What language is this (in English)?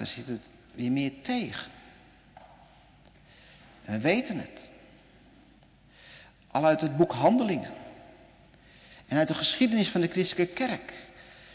Dutch